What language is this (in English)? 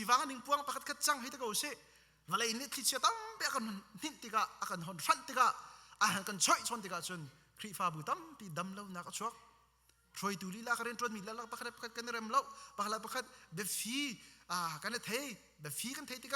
Hakha Chin